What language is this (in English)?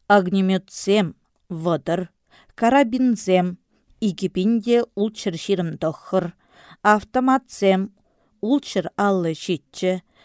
Chuvash